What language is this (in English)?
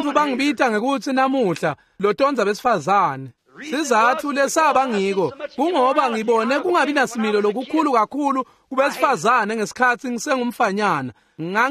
Swati